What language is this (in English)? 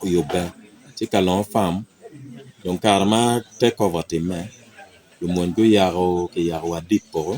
Acoli